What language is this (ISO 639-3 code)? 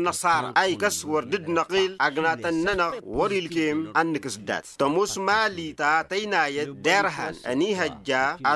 taq